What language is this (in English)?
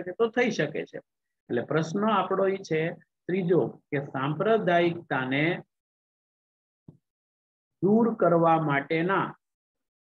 Gujarati